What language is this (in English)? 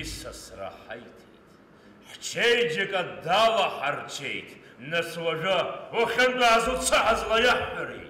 Abkhazian